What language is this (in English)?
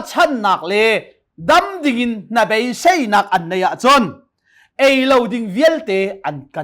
Hakha Chin